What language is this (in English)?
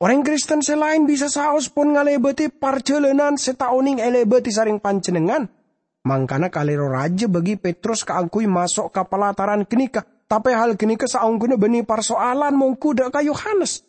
Madurese